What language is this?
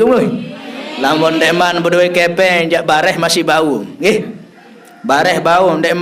Sasak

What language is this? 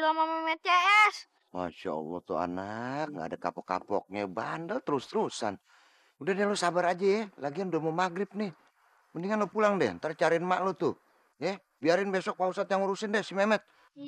Betawi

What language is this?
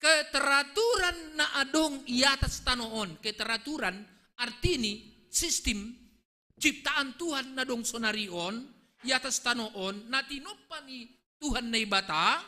Batak Simalungun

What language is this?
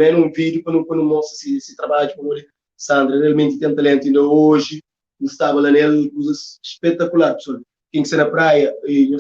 Kabuverdianu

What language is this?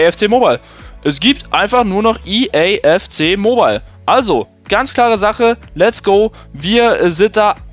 German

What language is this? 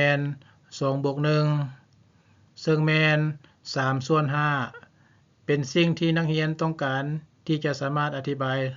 Lao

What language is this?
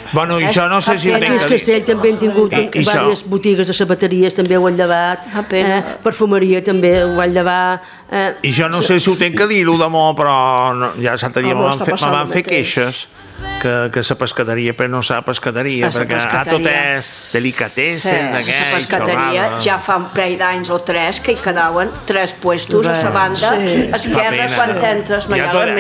Catalan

